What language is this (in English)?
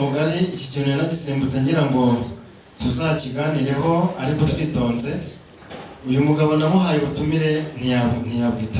Kinyarwanda